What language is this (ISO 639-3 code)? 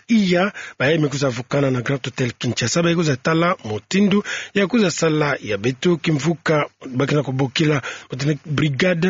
ktu